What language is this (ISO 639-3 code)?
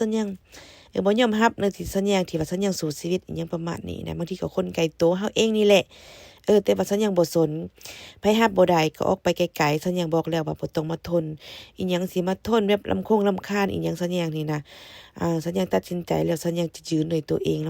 lao